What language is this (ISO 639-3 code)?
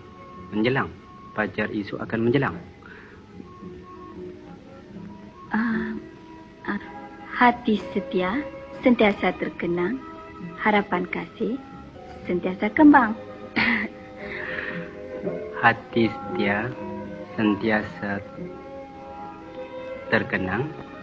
msa